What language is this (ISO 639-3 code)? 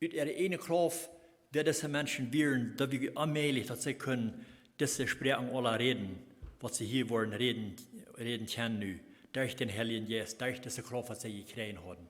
pdt